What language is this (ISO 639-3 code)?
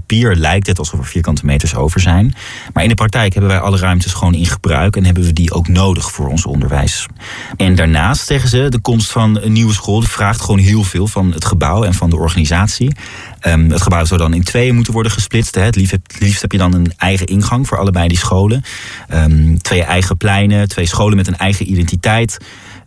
nld